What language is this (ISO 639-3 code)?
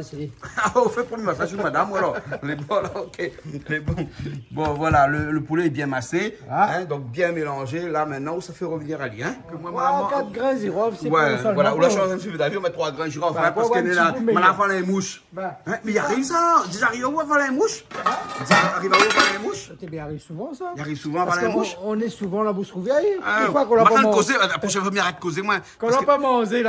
rcf